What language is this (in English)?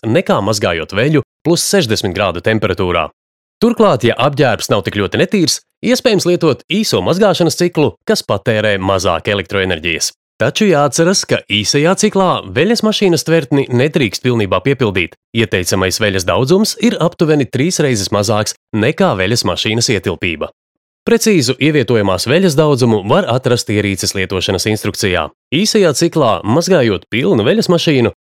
Latvian